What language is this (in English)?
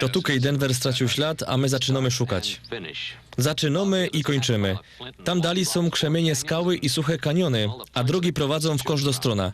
Silesian